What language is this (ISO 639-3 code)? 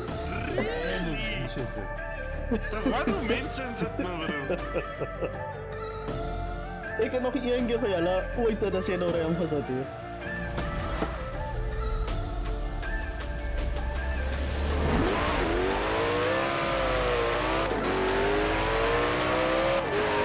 afr